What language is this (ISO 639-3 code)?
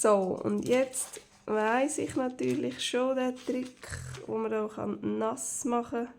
gsw